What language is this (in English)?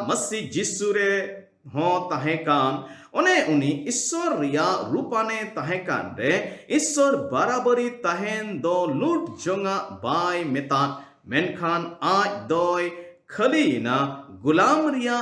Santali